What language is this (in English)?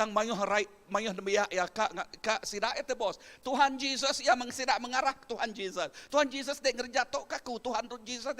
Iban